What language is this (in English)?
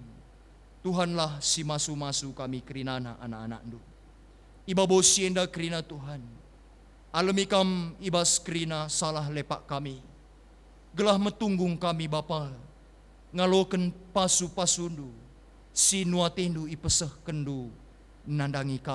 Batak Karo